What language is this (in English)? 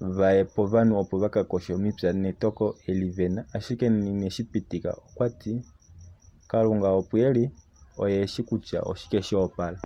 Kuanyama